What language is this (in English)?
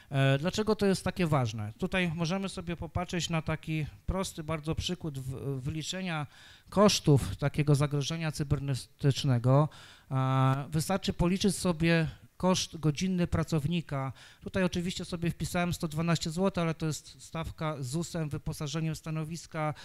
Polish